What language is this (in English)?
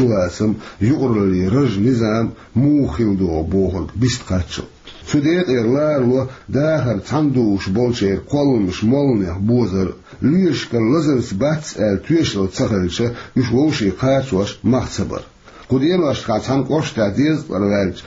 Chechen